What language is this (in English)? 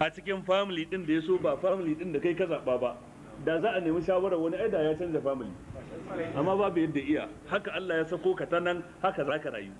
Hausa